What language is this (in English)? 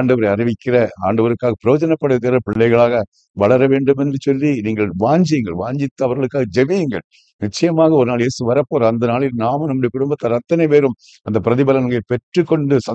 Tamil